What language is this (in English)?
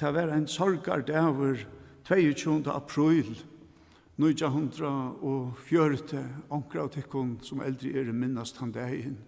Faroese